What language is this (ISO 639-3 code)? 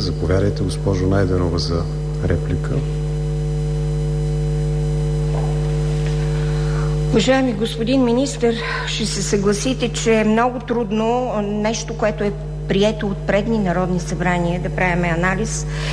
bul